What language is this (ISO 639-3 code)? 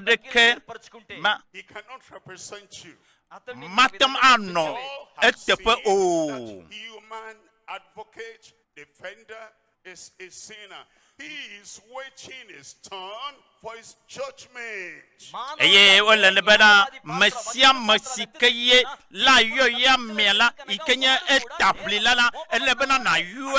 ewe